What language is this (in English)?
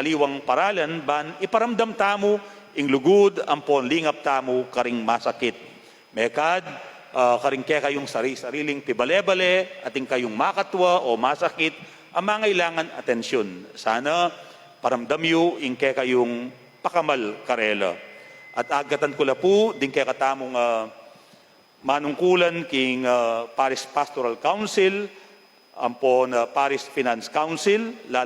Pampanga